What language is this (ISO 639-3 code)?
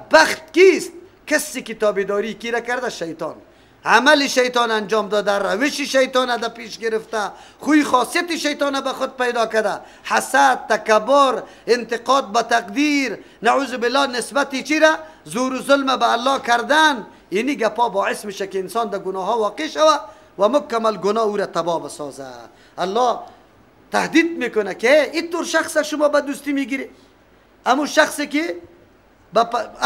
fas